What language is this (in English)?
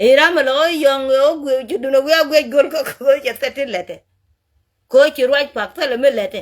Nuer